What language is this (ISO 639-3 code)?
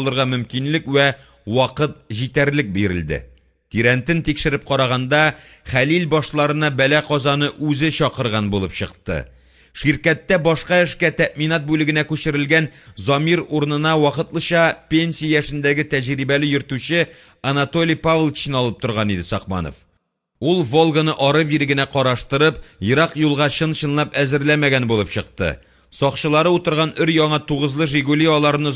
tat